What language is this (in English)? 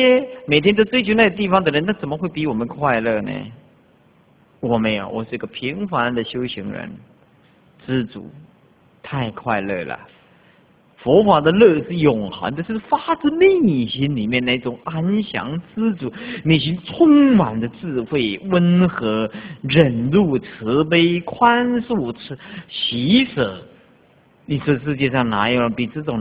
Chinese